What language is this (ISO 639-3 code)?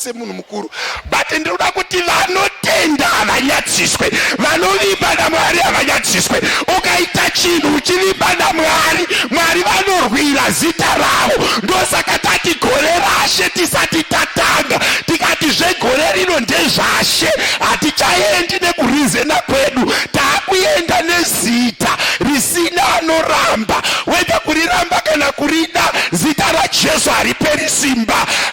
sna